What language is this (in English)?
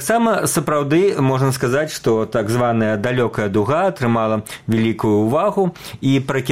Belarusian